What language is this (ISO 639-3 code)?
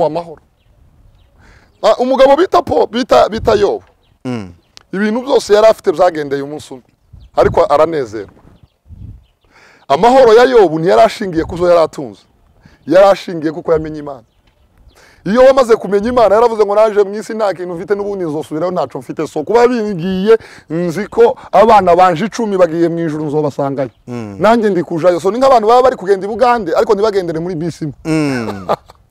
kin